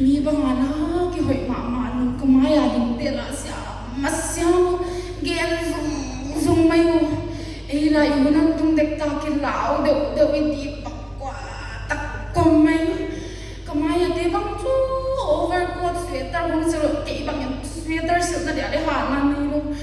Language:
Paite Chin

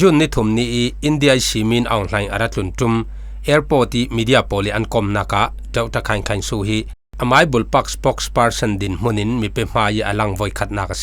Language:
Falam Chin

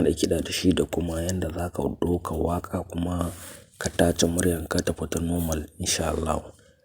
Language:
Hausa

